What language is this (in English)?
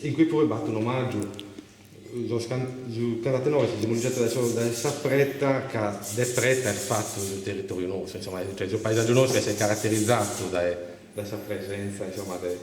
Sardinian